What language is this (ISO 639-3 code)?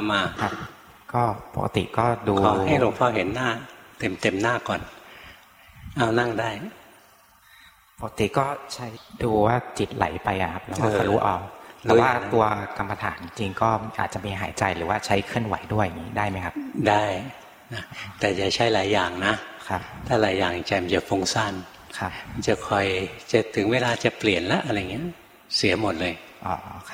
tha